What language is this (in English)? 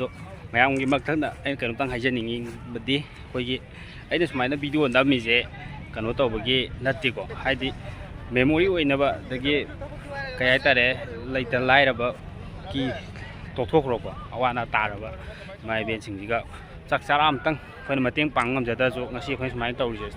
Manipuri